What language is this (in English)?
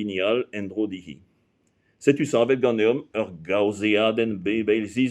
Breton